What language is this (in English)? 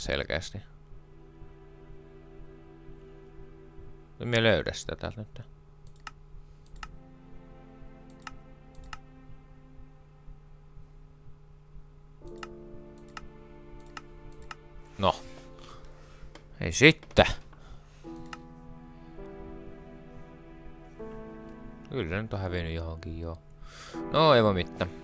Finnish